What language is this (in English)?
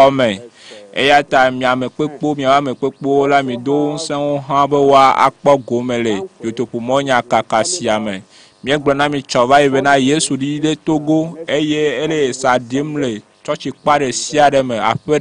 Ewe